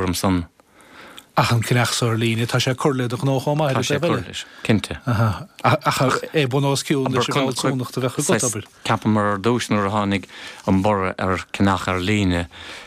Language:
Irish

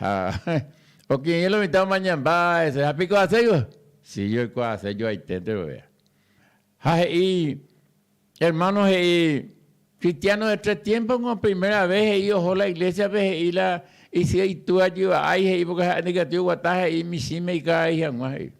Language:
Guarani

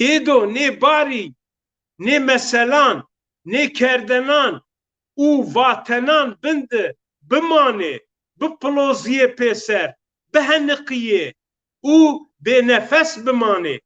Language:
Zaza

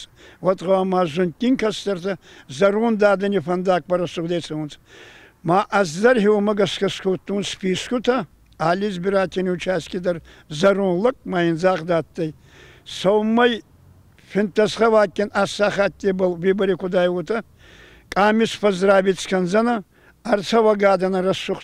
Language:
Ossetic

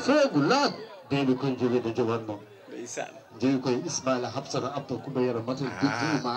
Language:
Fula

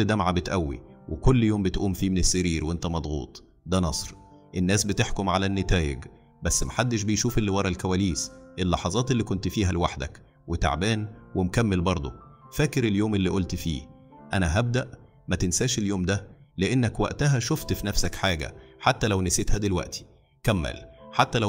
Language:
Egyptian Arabic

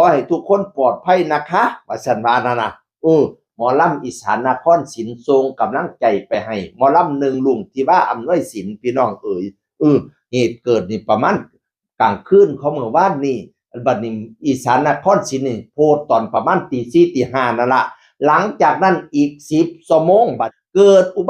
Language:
Northeastern Thai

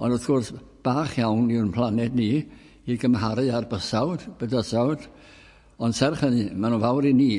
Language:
Welsh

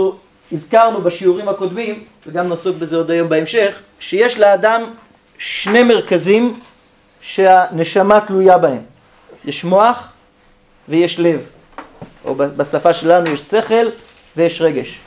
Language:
Hebrew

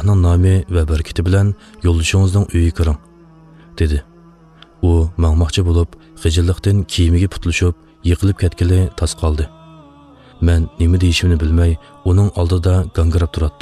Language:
Uyghur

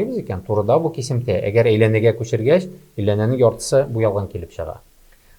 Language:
Tatar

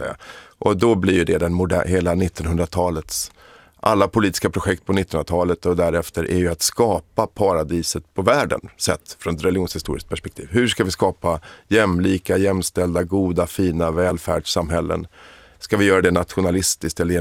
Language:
Swedish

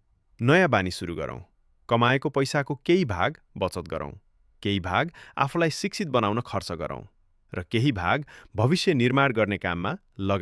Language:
Nepali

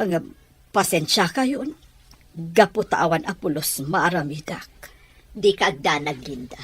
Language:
Iloko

